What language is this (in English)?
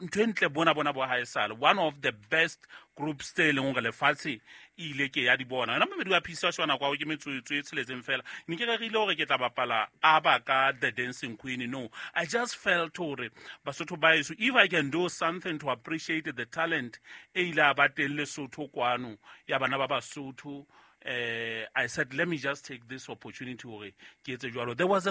Southern Sotho